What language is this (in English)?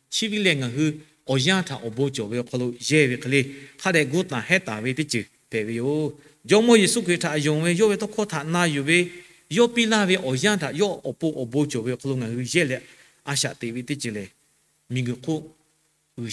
Lahu